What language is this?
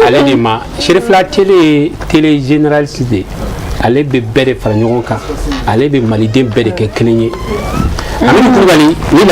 Bambara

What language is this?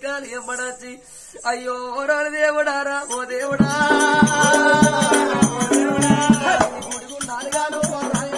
Telugu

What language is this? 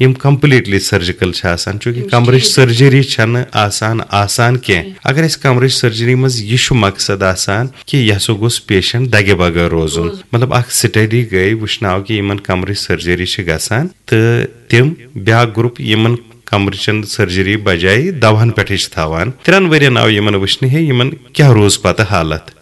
Kashmiri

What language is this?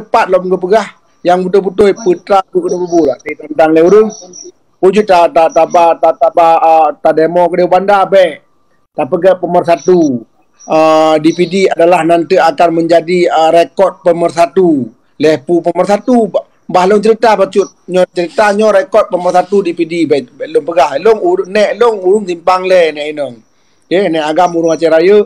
Achinese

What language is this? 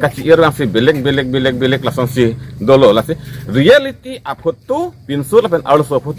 Karbi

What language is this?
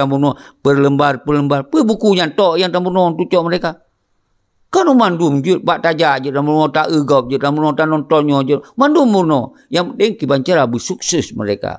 Achinese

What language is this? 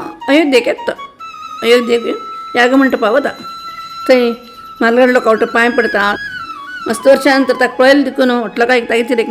Konkani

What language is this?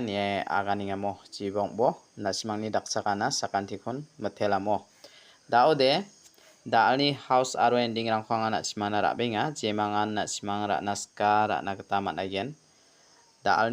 Garo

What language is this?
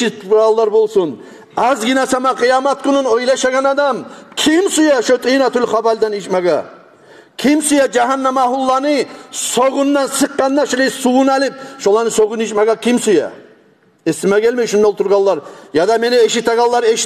Kumyk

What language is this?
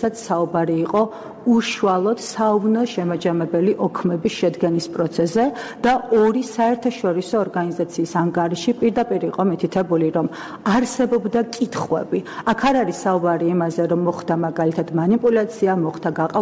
Georgian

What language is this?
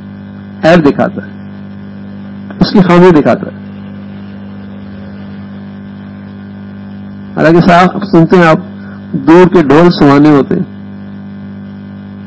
Urdu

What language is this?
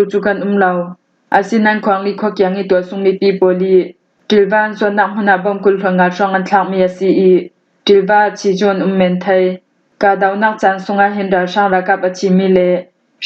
Falam Chin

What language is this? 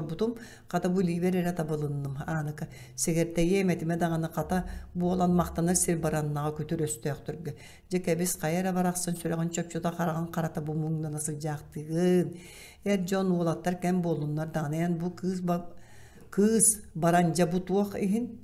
Yakut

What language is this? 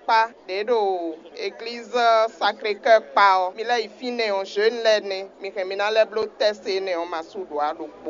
Fon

